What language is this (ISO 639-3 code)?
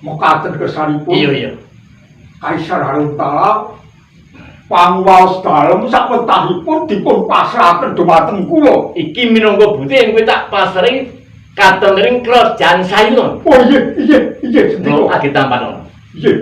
jav